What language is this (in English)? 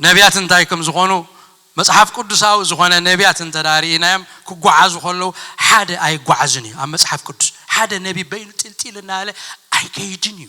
Tigrinya